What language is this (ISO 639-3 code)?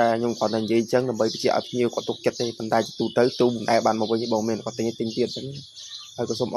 khm